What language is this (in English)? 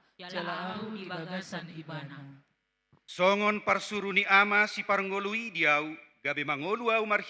Batak Toba